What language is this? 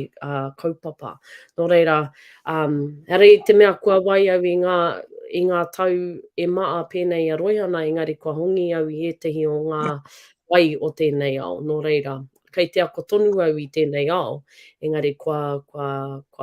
Māori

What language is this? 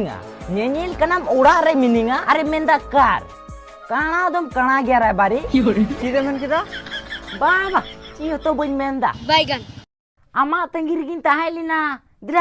Santali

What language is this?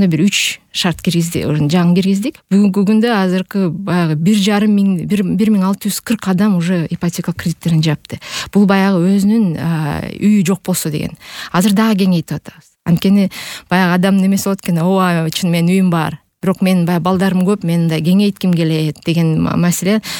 Kyrgyz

